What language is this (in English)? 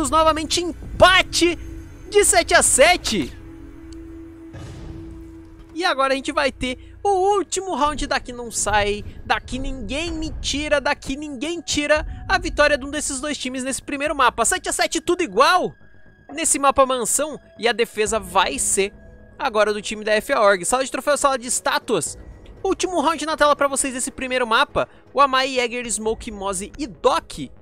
Portuguese